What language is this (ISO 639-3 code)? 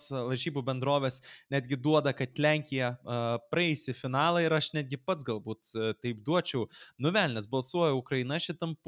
lit